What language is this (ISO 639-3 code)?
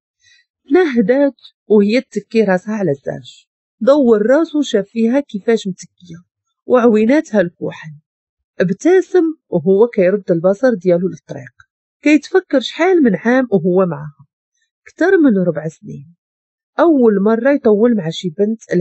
ary